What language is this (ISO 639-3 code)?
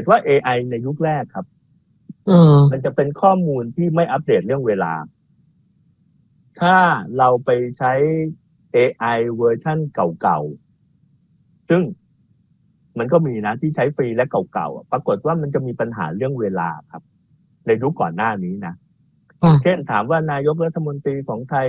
tha